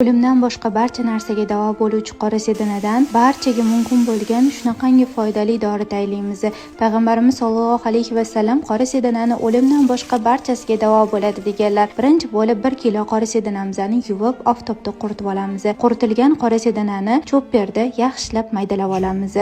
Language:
Uzbek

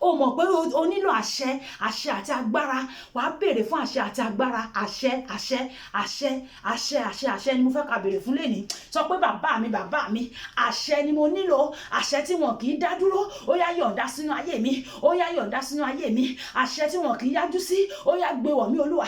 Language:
Yoruba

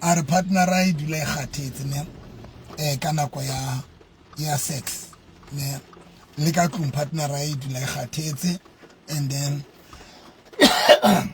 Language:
Southern Sotho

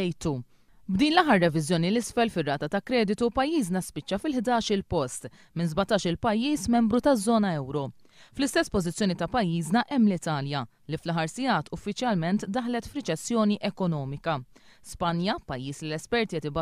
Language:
Maltese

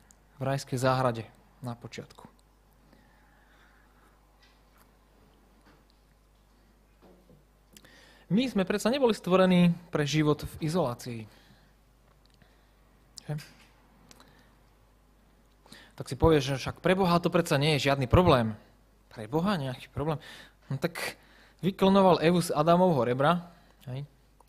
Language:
Slovak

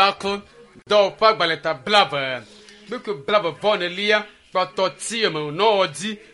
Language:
Ewe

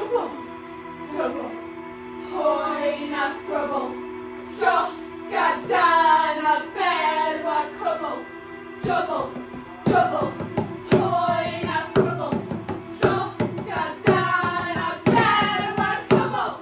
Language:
Welsh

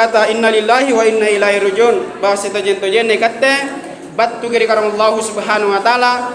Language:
Makasar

